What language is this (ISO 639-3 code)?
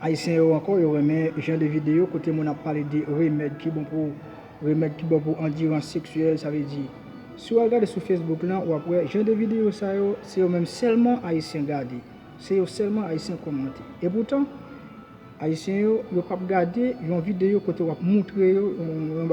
hat